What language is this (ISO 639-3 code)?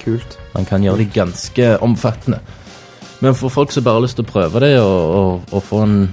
nor